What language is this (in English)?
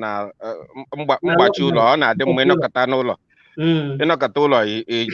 Igbo